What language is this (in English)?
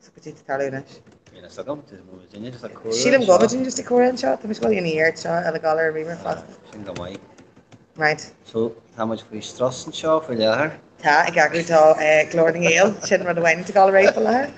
Irish